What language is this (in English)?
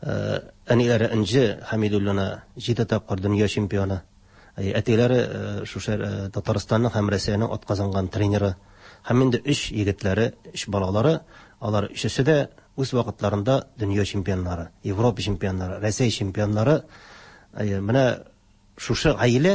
Tatar